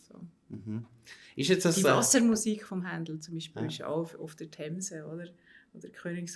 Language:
Swiss German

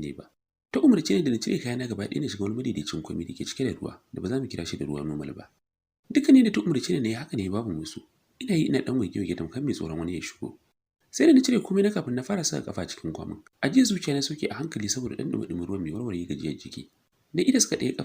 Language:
Hausa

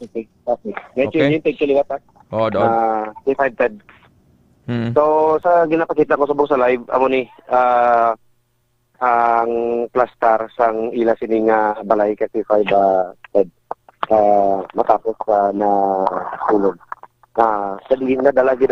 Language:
Hiligaynon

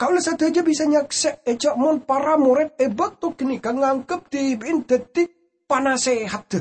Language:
Madurese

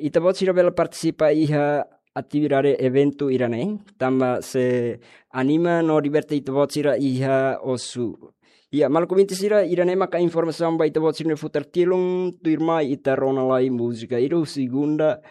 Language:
Tetum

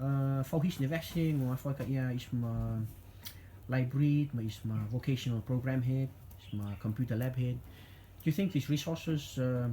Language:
Rotuman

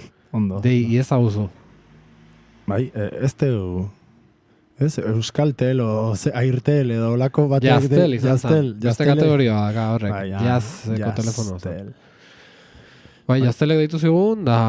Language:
Basque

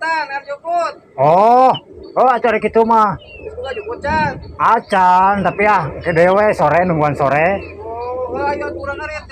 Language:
Sundanese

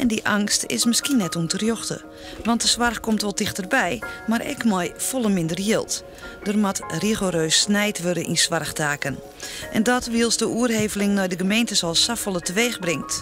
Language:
Western Frisian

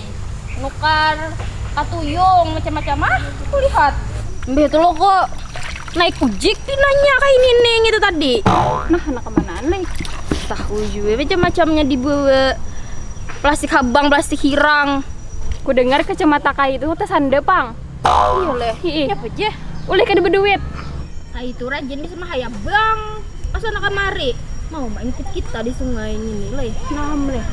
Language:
Banjar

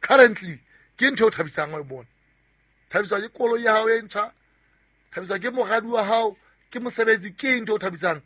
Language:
Southern Sotho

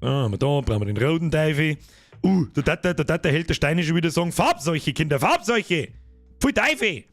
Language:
Bavarian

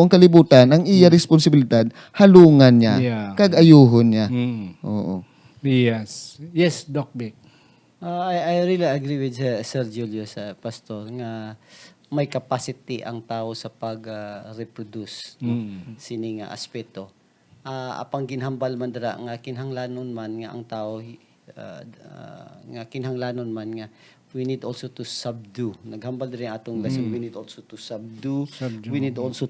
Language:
Hiligaynon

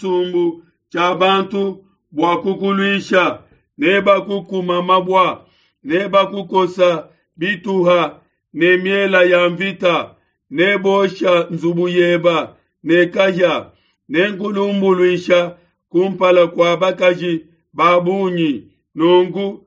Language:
Luba-Lulua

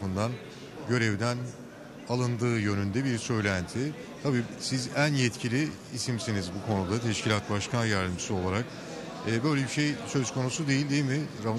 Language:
Turkish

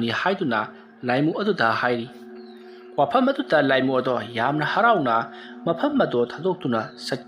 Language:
Manipuri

